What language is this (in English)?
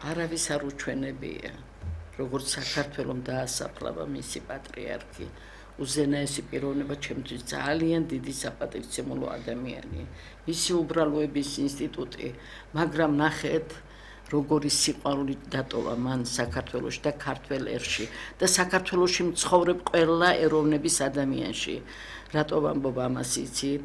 Georgian